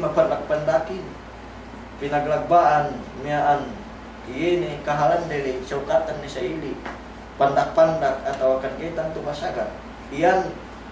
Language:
Yakan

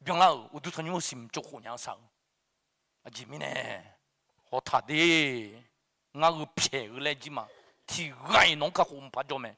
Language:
Akha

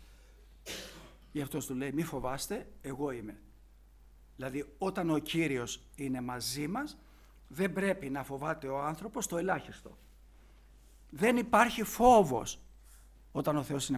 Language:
Greek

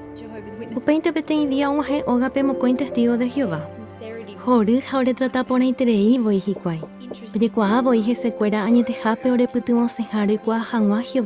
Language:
Guarani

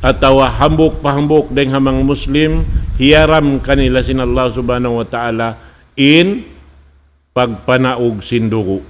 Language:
Tausug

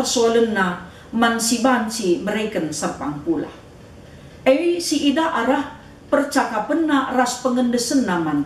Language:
Batak Karo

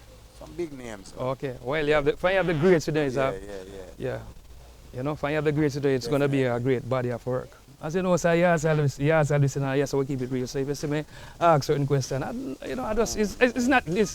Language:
Jamaican Creole English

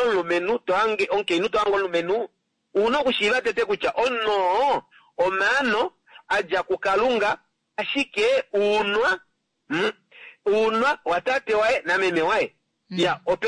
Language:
Kuanyama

